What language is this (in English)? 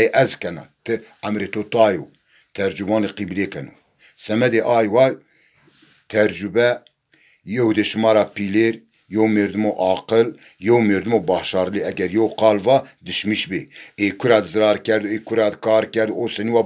Zaza